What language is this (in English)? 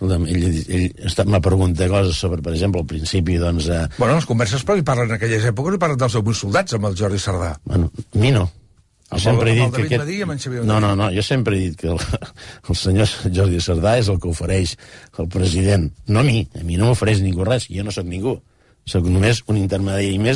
Catalan